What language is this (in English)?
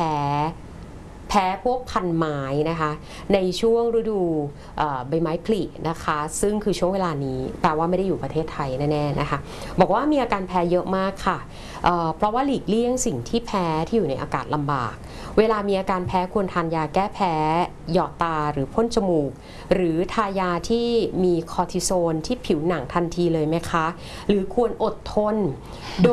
Thai